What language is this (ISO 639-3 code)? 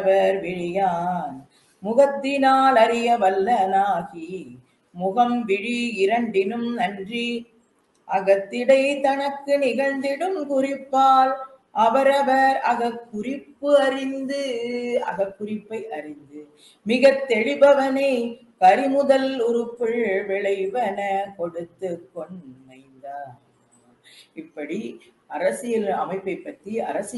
tam